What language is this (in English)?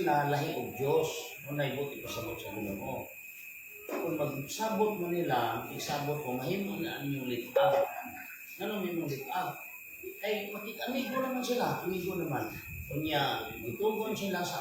Cebuano